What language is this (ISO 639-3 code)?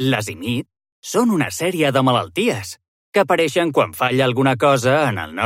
cat